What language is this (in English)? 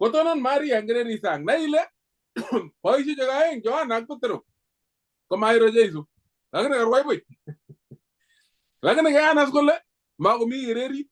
Kalenjin